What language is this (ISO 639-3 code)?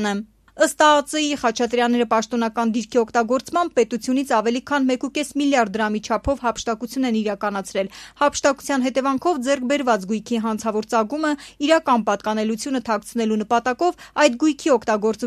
hye